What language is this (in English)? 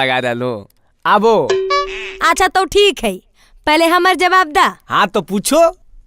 Magahi